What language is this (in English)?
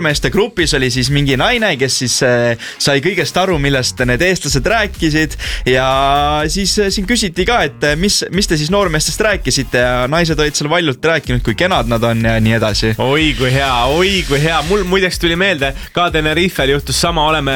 Estonian